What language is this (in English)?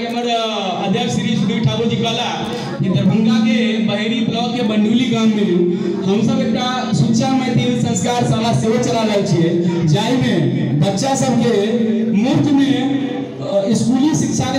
Maithili